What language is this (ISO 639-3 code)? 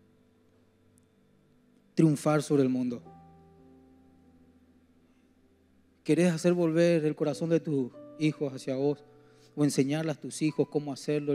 spa